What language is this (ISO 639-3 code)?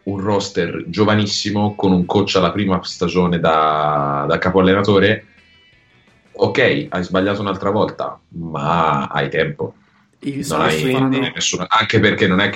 ita